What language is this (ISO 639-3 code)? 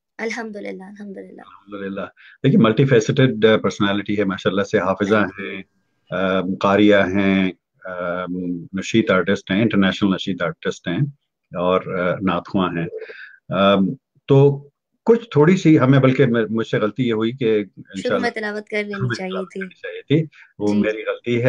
urd